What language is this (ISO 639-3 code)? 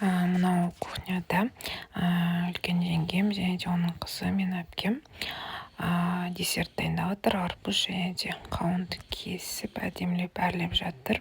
kaz